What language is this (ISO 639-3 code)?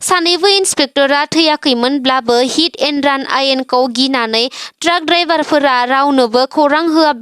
brx